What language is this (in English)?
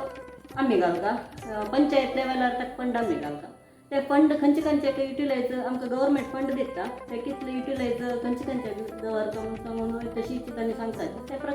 Konkani